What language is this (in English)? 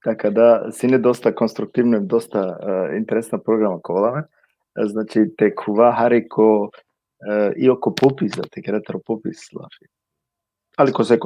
Balkan Romani